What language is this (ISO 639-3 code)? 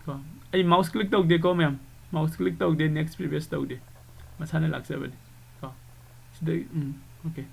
mni